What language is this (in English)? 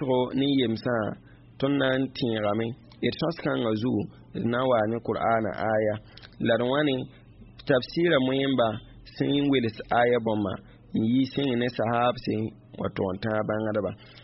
Mossi